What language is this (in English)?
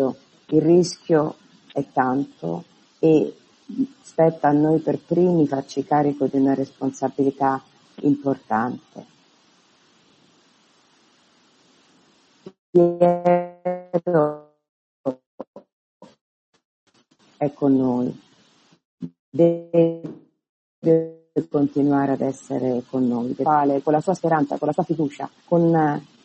Italian